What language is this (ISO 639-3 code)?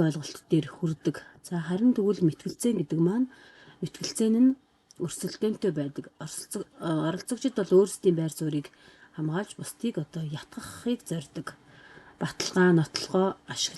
mon